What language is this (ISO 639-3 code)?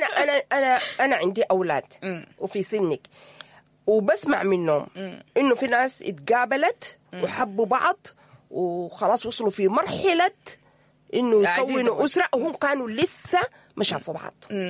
apd